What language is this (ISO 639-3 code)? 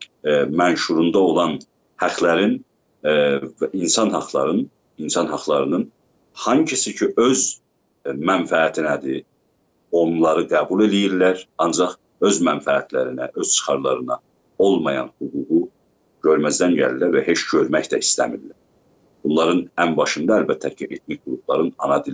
azb